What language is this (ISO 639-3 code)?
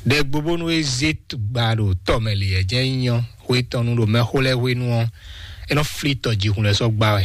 fon